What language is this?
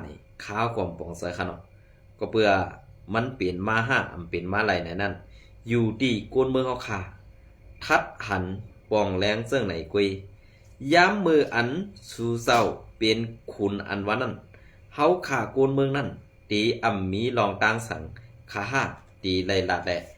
Shan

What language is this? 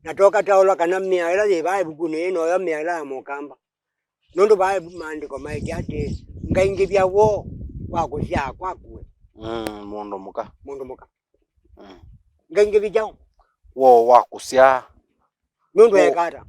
Kamba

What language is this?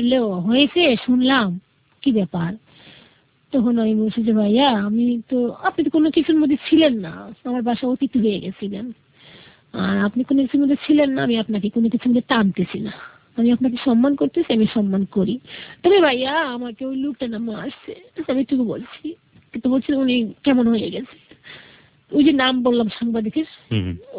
Bangla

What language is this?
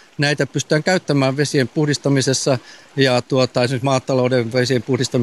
Finnish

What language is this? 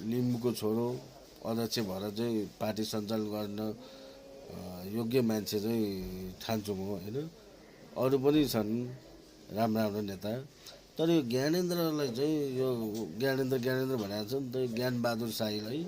Nepali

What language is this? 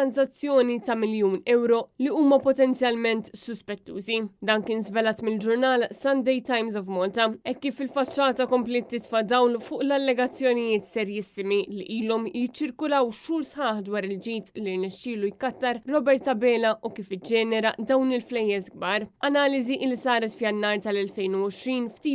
Maltese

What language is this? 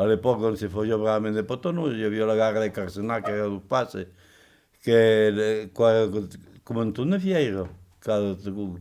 Occitan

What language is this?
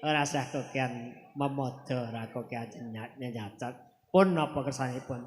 Javanese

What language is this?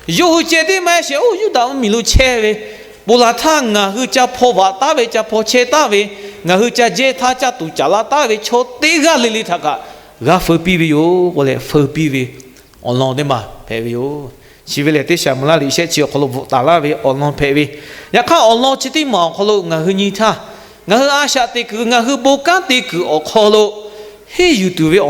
Lahu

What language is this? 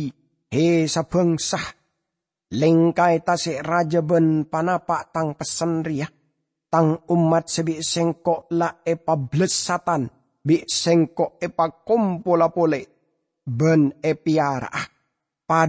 Madurese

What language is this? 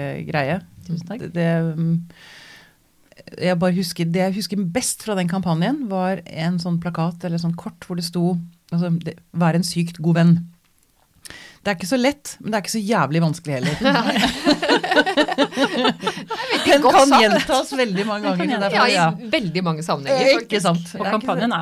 Norwegian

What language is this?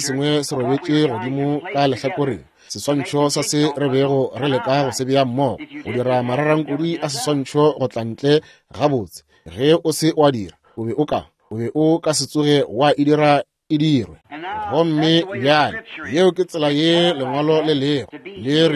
Northern Sotho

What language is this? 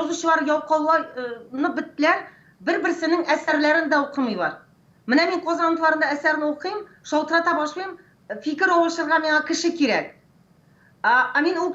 Tatar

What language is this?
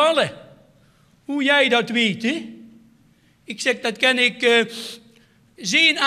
Limburgish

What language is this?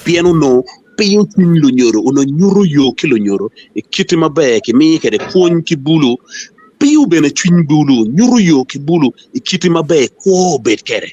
Acoli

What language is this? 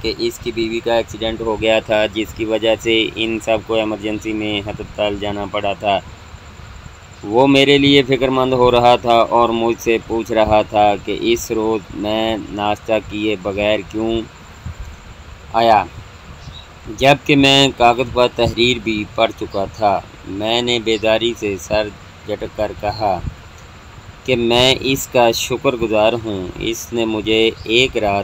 Urdu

